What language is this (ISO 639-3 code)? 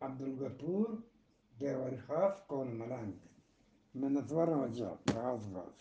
bgp